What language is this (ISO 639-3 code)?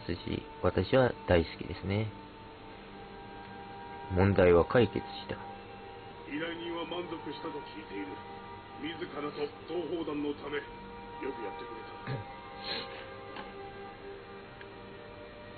jpn